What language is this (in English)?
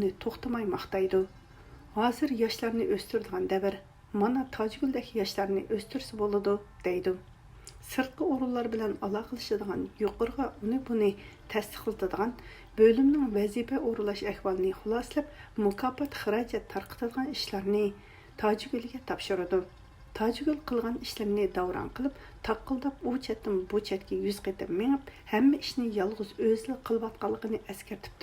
Uyghur